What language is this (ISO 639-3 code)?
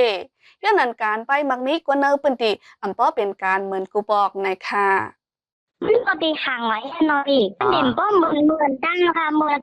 shn